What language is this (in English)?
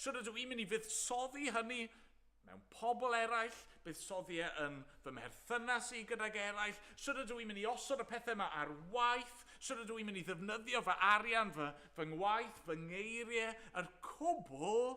Welsh